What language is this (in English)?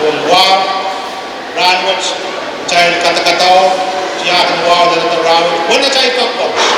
Pohnpeian